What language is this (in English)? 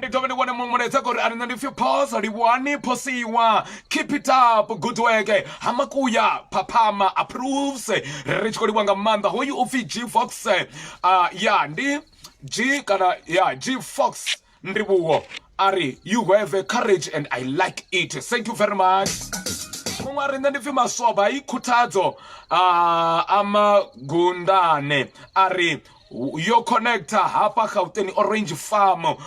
Venda